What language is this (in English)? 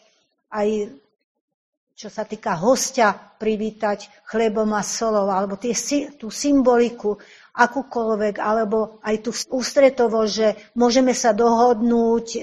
Slovak